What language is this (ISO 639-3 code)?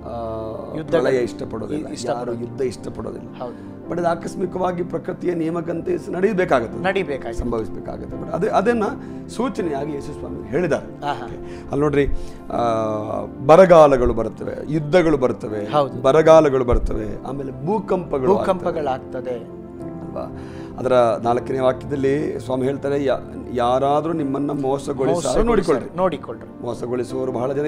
kan